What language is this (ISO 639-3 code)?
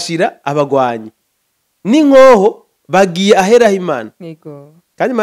run